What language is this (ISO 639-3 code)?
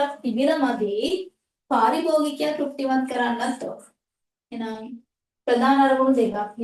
sin